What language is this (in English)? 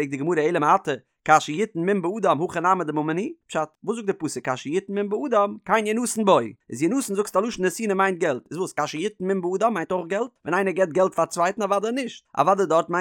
Yiddish